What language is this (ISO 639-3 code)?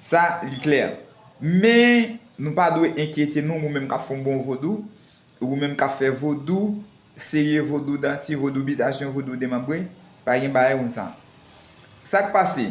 hat